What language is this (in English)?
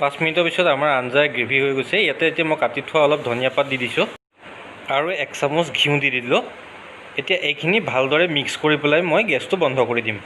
Assamese